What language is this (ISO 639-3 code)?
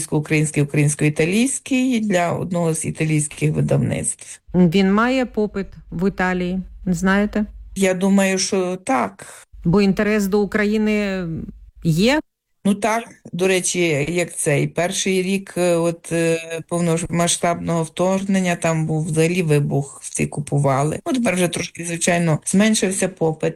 ukr